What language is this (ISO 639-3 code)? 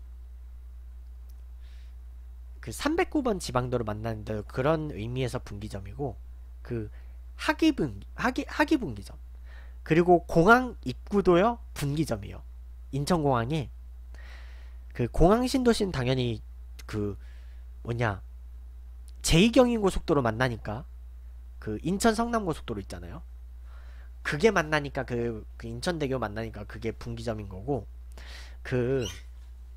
kor